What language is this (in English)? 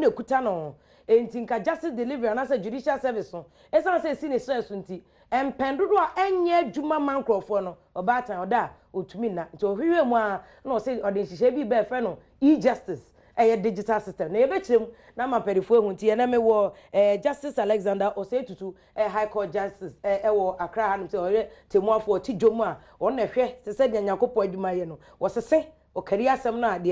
Akan